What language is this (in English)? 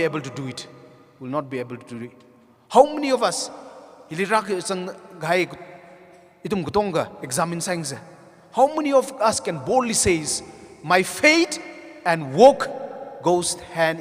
Tangkhul Naga (India)